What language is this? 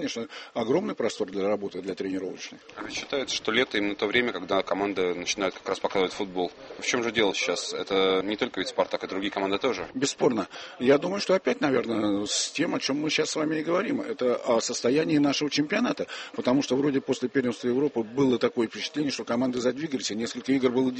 Russian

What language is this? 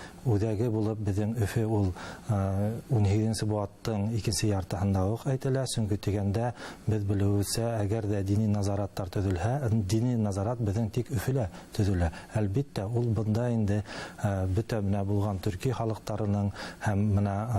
Bashkir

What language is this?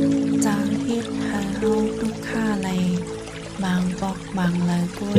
Shan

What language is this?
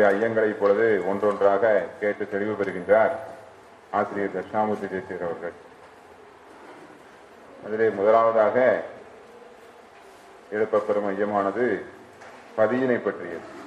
Tamil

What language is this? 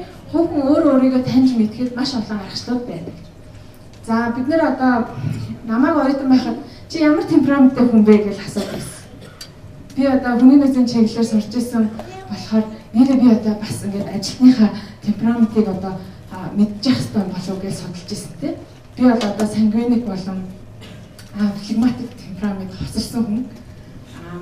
Mongolian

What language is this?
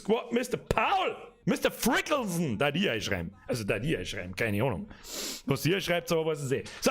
Bavarian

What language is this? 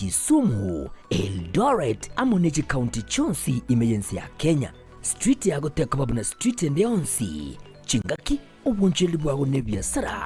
Gusii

